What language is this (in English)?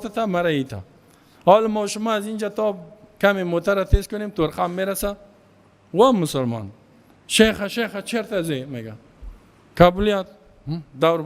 Persian